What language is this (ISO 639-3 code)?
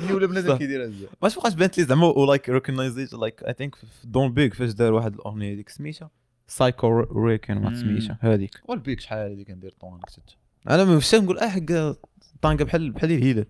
ary